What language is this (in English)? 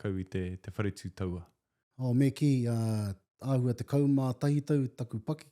Māori